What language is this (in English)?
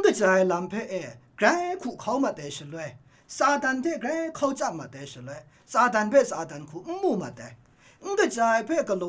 Kachin